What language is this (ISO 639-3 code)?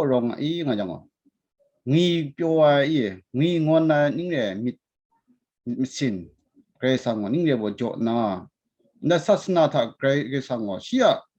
kac